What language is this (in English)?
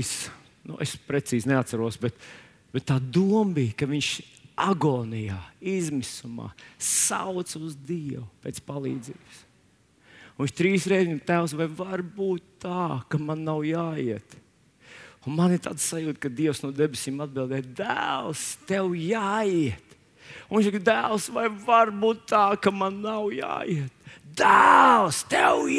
Latvian